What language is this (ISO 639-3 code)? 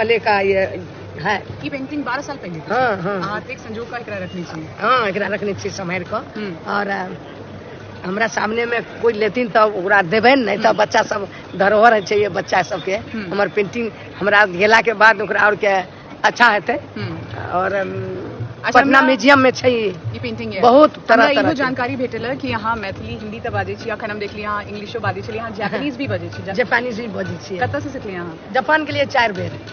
mai